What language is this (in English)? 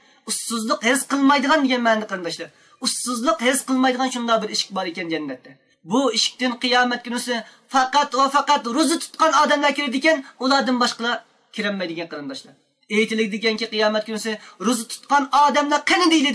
Uyghur